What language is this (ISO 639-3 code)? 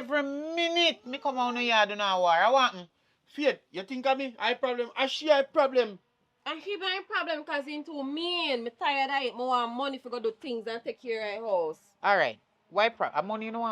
jam